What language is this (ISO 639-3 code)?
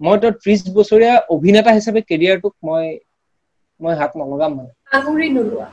asm